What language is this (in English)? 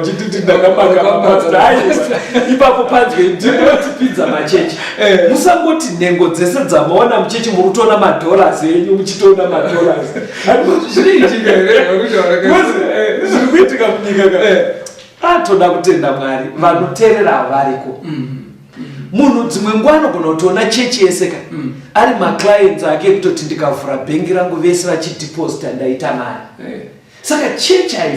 Shona